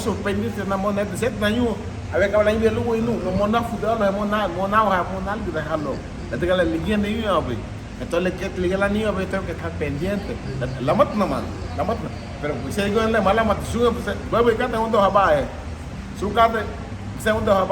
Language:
Garifuna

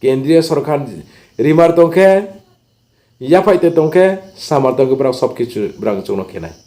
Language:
Riang (India)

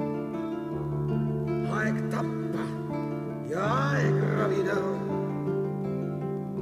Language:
Estonian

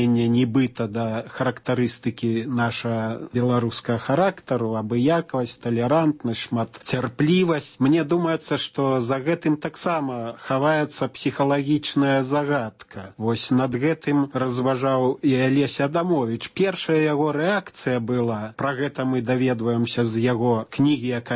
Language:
Belarusian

